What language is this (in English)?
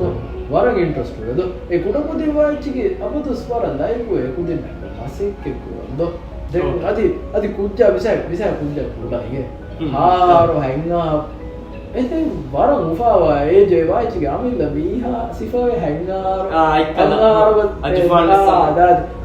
Divehi